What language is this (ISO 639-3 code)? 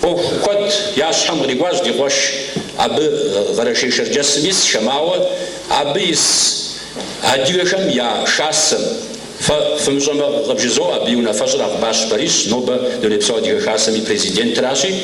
kbd